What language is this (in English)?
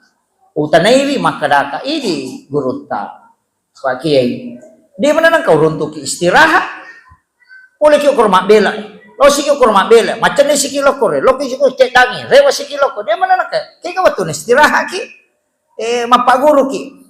Buginese